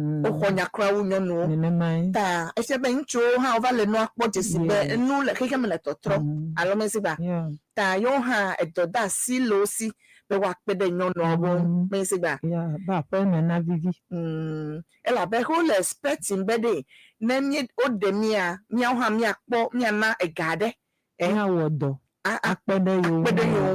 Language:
Ewe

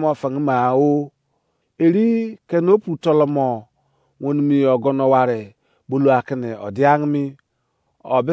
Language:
Izon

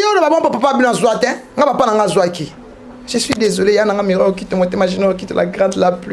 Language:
Lingala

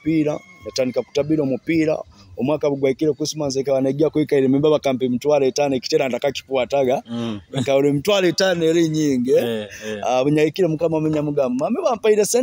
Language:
Nyoro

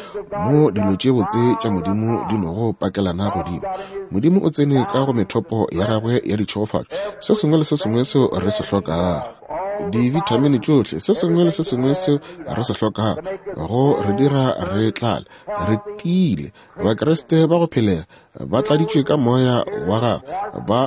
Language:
Northern Sotho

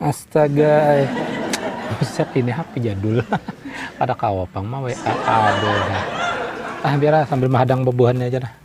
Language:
Banjar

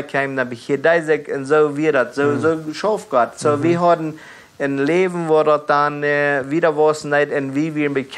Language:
Plautdietsch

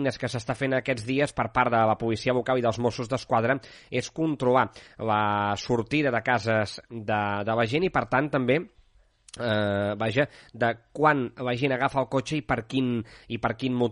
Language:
Catalan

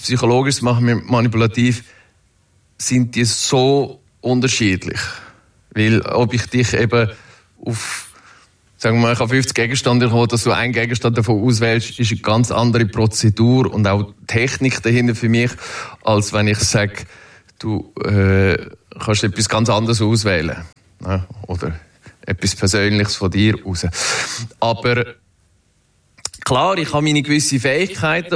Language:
Swiss German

